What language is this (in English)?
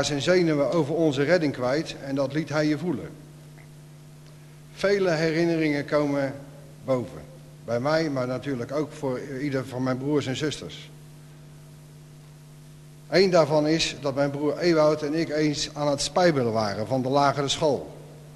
Dutch